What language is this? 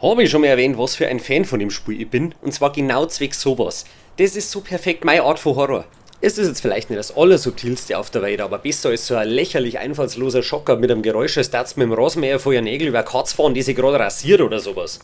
Bavarian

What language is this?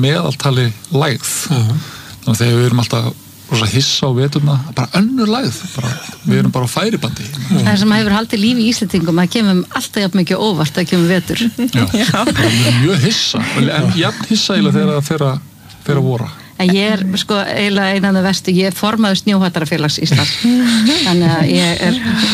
Icelandic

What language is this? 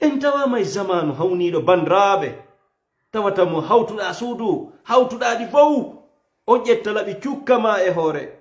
Fula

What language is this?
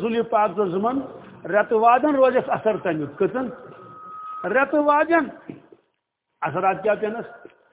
Kashmiri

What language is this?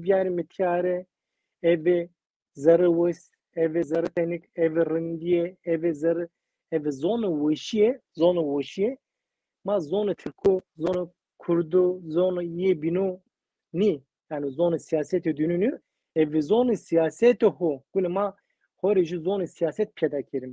Zaza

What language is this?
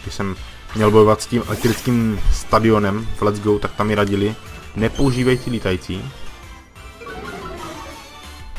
Czech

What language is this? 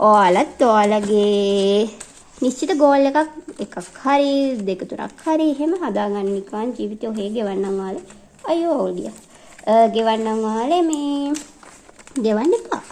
Sinhala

